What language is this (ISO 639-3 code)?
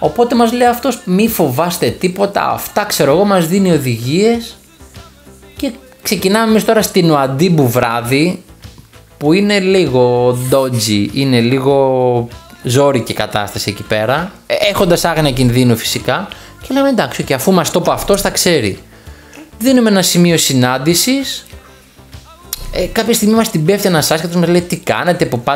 ell